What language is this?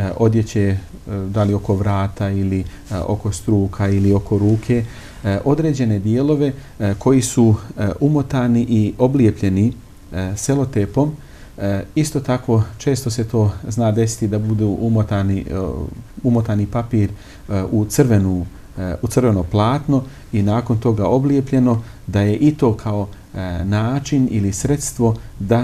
Bosnian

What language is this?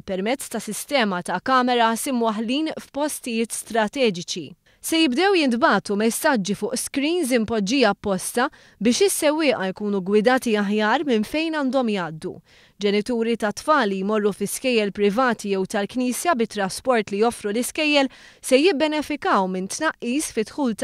Maltese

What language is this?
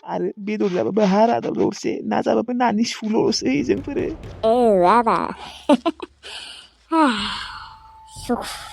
Bodo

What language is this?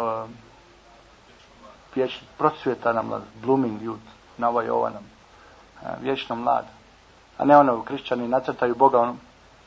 Croatian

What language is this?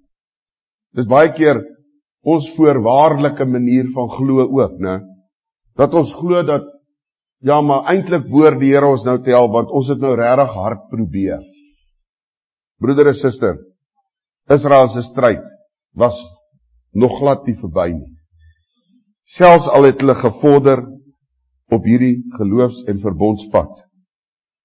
Afrikaans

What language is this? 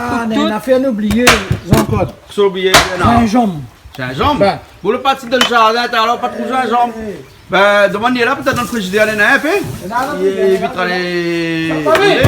Réunion Creole French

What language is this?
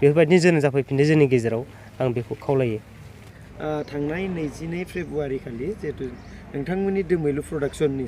Bodo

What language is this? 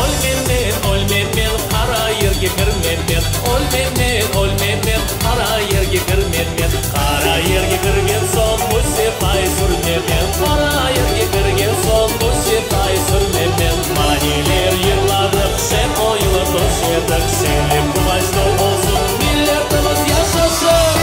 Crimean Tatar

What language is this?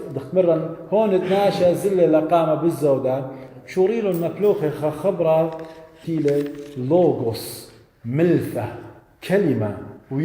Assyrian Neo-Aramaic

